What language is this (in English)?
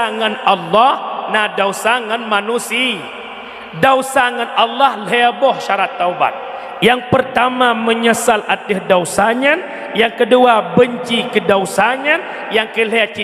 Achinese